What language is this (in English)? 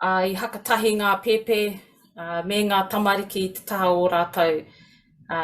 Māori